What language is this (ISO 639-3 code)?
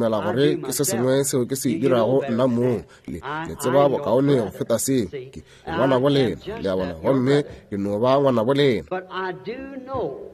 nso